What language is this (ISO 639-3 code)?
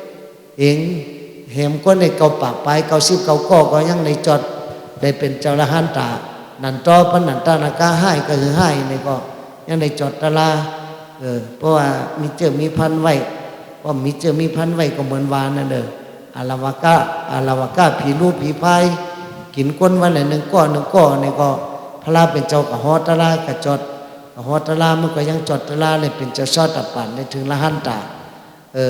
shn